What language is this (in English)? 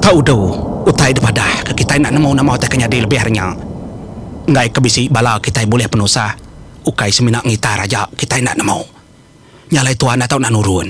Iban